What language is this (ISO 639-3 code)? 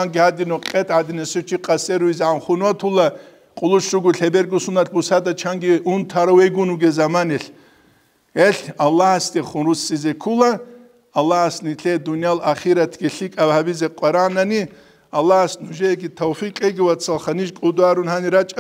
ava